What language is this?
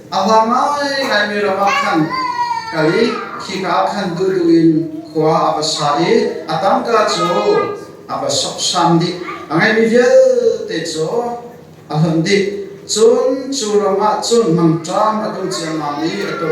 Hakha Chin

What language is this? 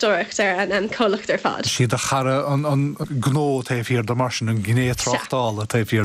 Irish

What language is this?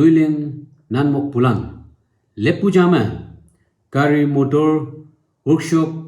Naga Pidgin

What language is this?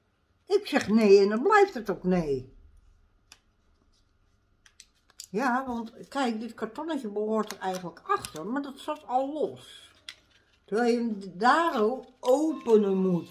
Dutch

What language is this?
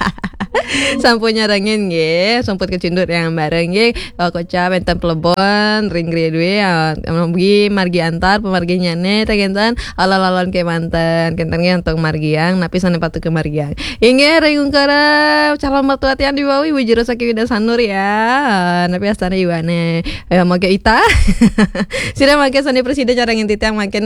Balinese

